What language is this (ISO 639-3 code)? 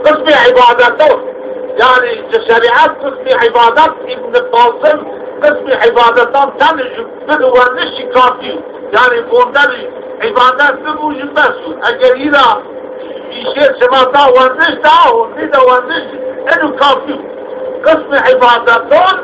zza